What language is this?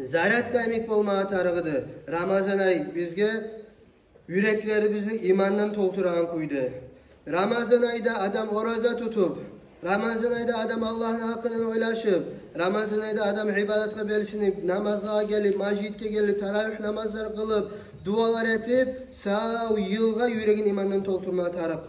Kumyk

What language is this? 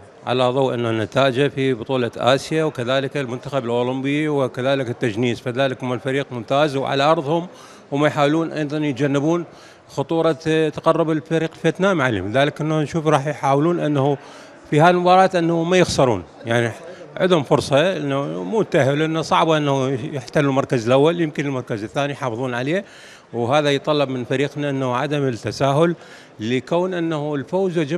Mesopotamian Arabic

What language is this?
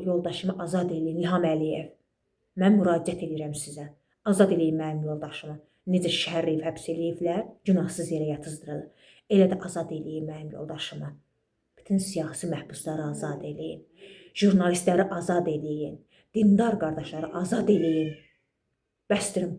Azerbaijani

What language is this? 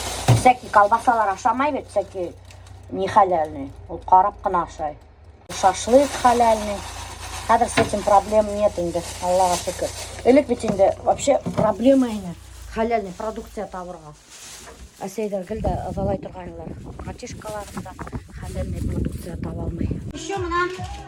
Bashkir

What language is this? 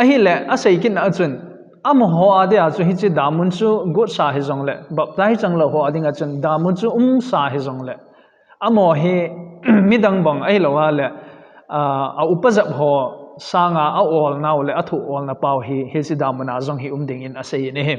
Thado Chin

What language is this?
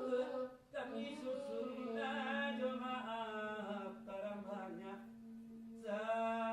Minangkabau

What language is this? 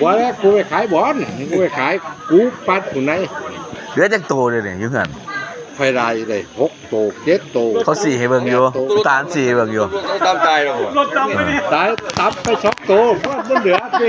Lao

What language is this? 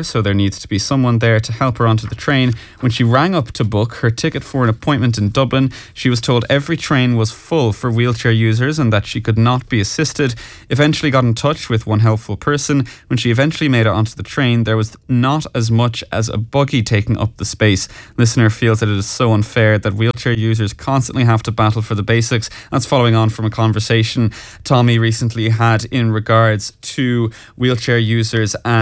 English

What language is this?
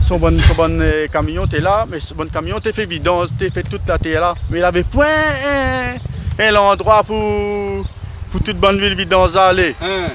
Réunion Creole French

